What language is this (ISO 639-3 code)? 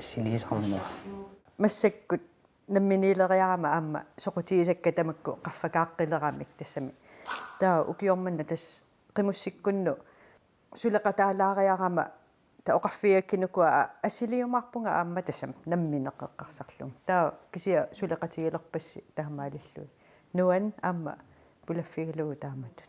kal